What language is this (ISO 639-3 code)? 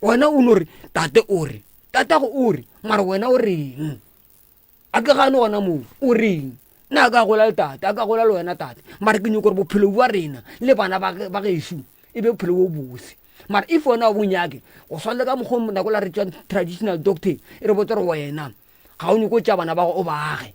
nso